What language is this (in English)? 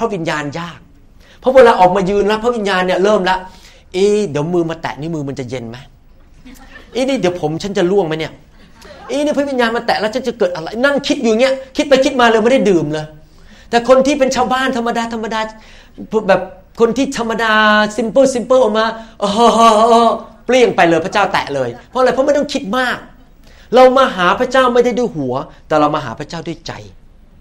Thai